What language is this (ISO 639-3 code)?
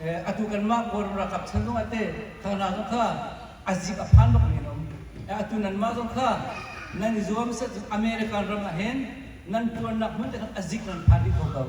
cnh